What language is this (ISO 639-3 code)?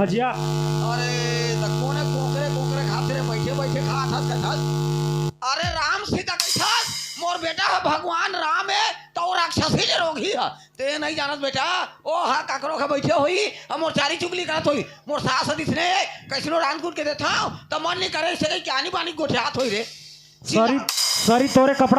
hne